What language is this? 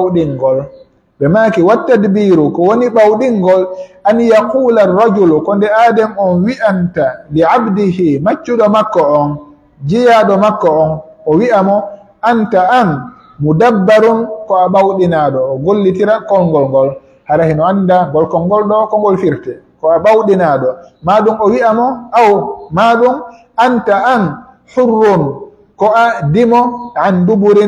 Pular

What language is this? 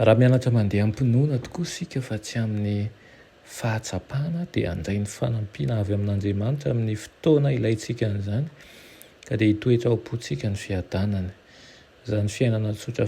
Malagasy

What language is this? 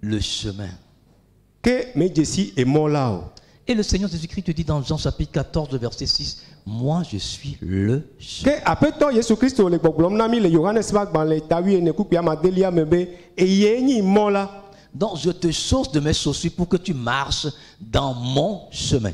Ewe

